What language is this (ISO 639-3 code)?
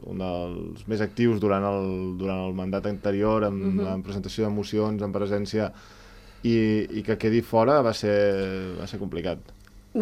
cat